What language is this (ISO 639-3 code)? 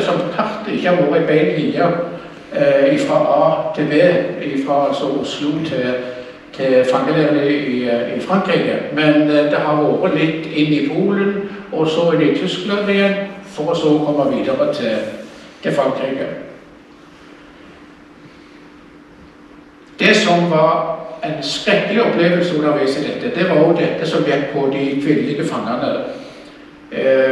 nor